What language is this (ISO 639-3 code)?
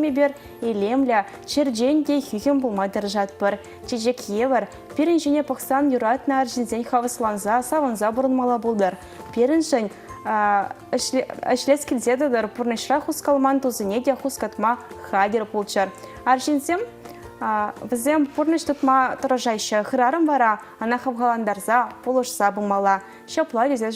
chv